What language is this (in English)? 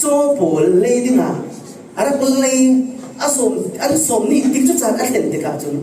Falam Chin